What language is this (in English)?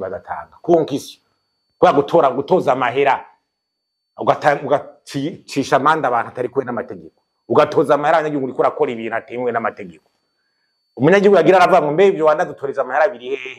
Rundi